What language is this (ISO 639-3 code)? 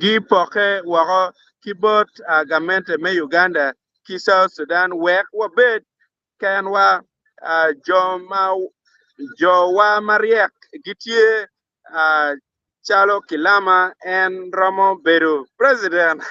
ach